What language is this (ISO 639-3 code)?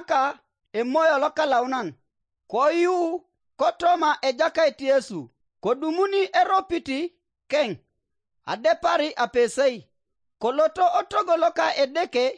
teo